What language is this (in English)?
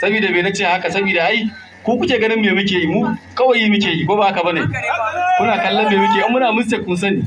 Hausa